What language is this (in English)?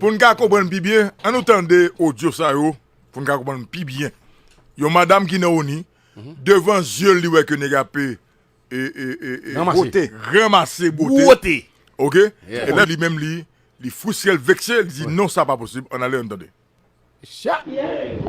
Haitian Creole